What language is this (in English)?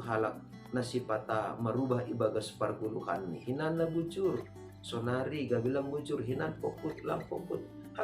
Batak Simalungun